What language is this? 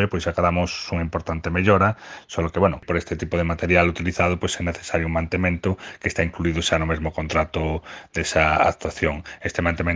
Galician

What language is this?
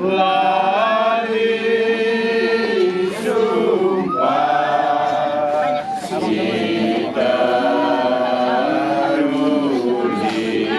Batak Karo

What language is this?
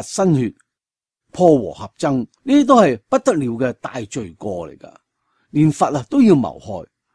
Cantonese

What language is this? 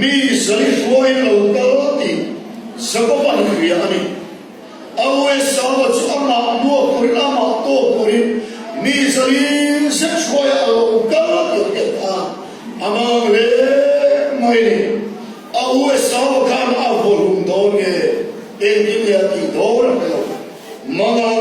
Mizo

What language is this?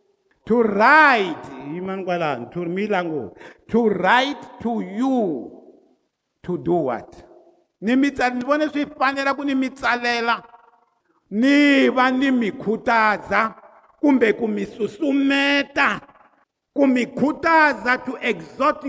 Tsonga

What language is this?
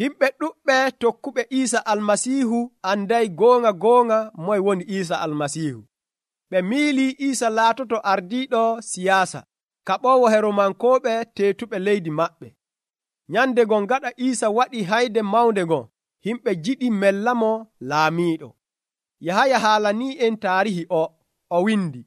Nigerian Fulfulde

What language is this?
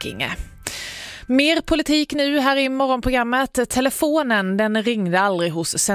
Swedish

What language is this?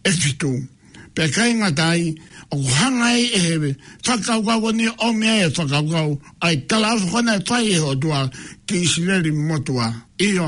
Tongan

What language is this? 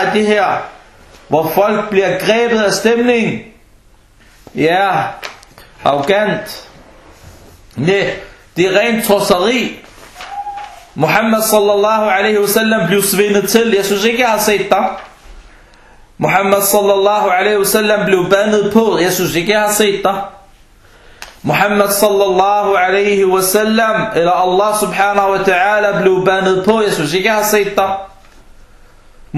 Danish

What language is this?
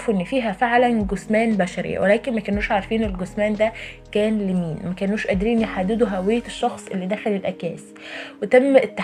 Egyptian Arabic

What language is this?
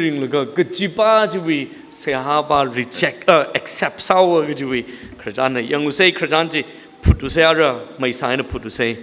Tangkhul Naga (India)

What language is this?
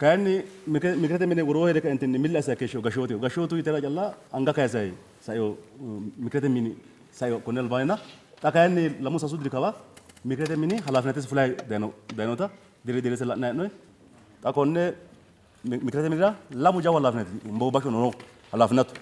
Sidamo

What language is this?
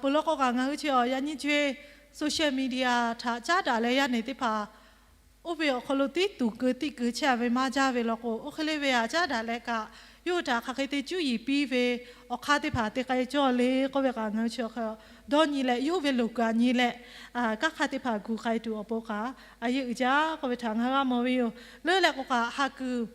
Lahu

